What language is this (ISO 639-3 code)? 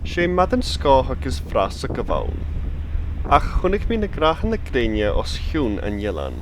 gla